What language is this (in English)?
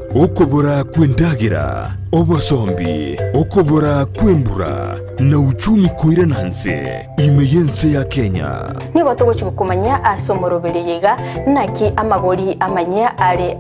Gusii